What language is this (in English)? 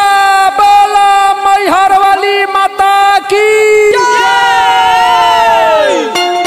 Bhojpuri